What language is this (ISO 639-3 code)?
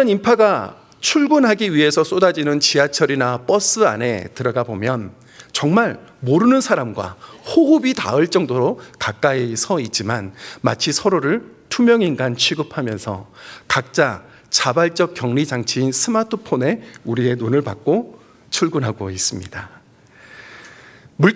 kor